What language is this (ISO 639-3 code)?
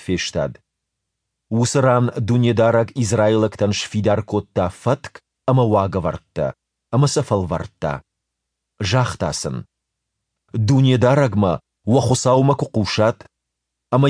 oss